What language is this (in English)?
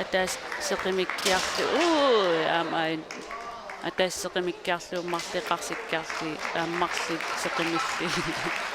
Kalaallisut